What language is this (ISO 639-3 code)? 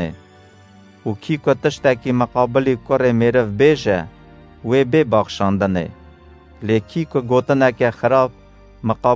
kur